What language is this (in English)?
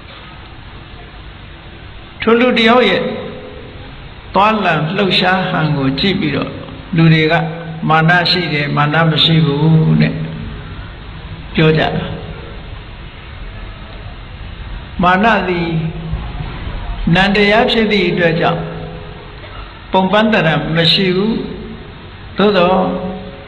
Burmese